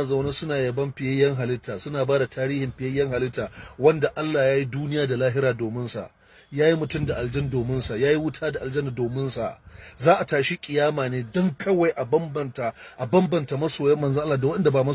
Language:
Hausa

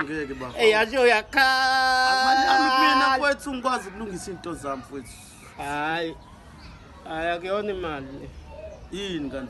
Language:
Zulu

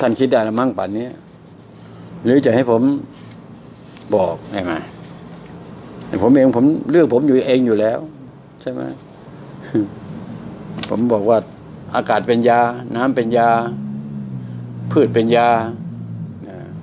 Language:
Thai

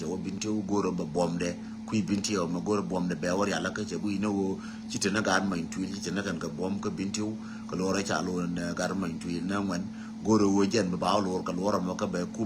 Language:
Nuer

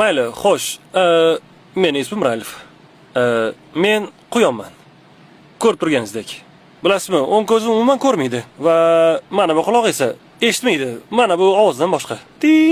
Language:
Uzbek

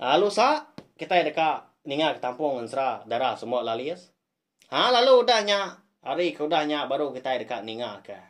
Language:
Iban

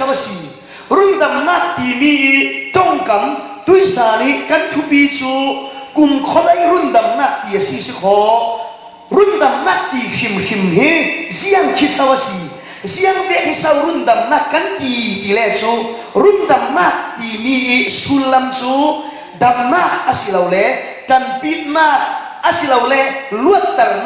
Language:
Falam Chin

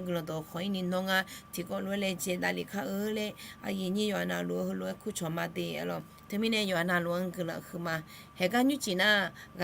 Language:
Akha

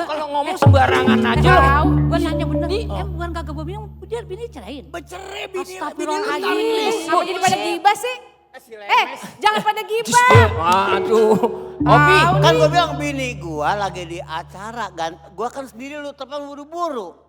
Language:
Betawi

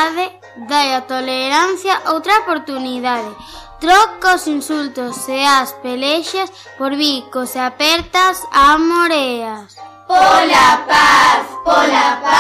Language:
Galician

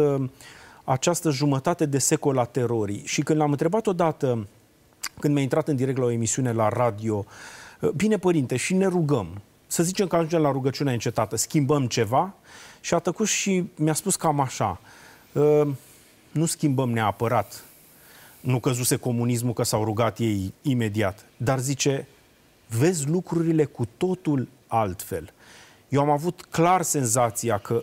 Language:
Romanian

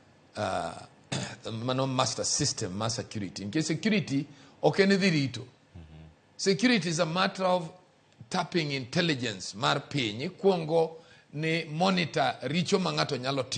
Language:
Luo (Kenya and Tanzania)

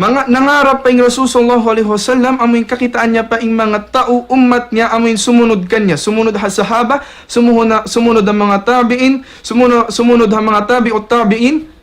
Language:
Tausug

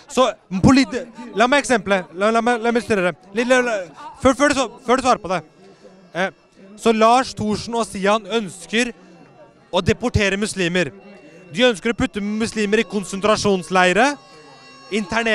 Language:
Norwegian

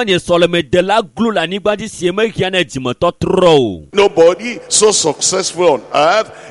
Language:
Ewe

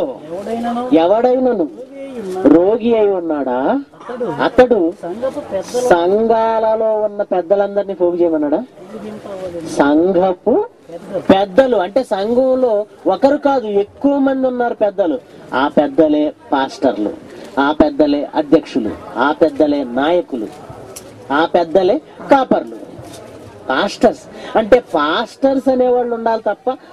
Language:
Telugu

